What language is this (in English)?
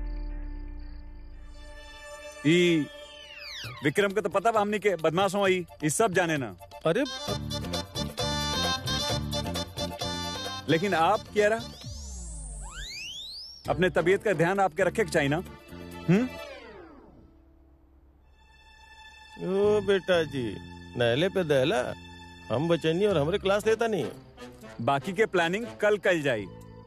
Bhojpuri